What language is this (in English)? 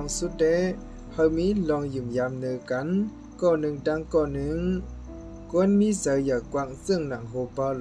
Shan